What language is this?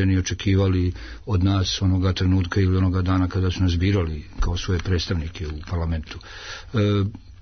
Serbian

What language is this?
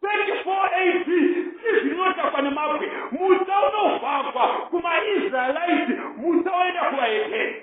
Shona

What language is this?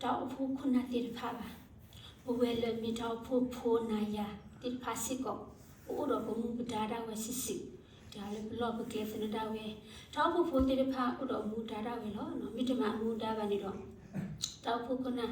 S'gaw Karen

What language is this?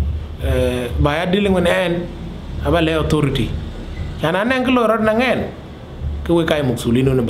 Dinka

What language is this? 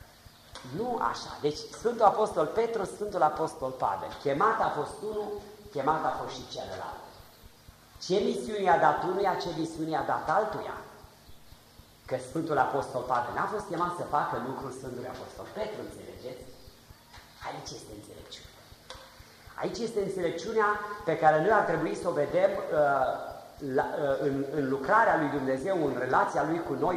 Romanian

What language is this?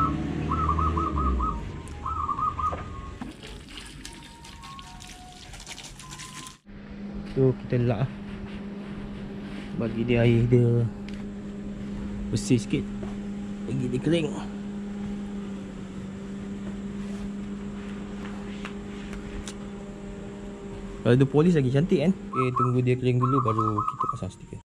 Malay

